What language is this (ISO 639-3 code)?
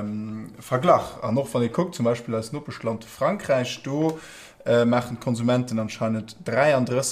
ltz